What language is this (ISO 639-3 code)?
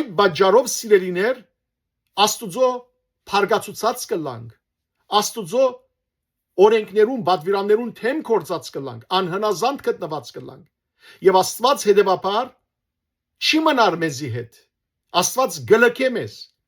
hyw